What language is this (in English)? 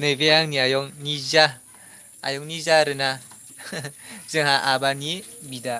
Bodo